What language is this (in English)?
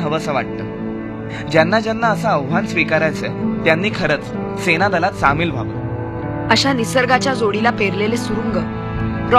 Marathi